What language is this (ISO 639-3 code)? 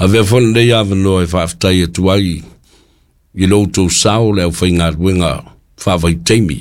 smo